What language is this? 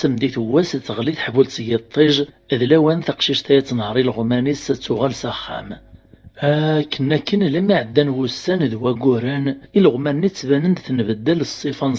Kabyle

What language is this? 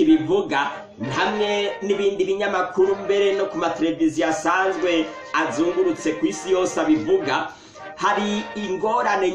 Rundi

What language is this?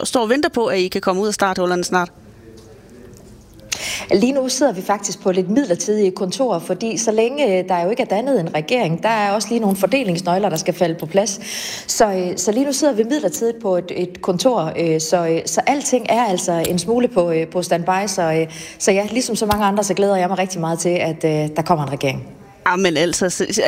Danish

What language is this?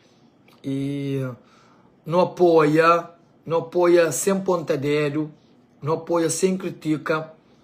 Kabuverdianu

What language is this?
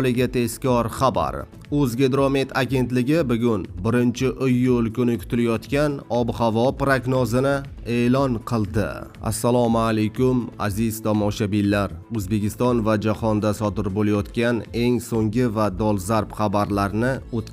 Uzbek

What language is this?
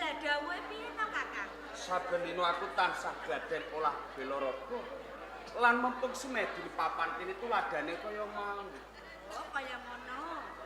Javanese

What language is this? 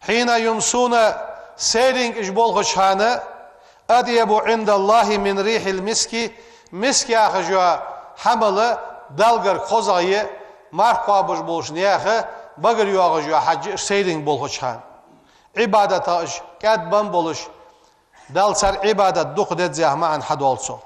Ingush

